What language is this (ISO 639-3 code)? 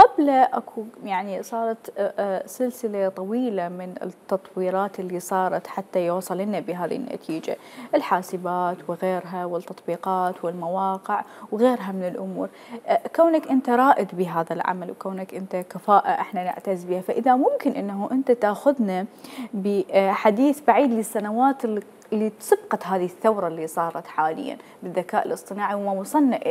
acm